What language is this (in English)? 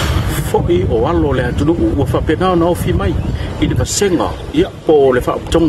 Malagasy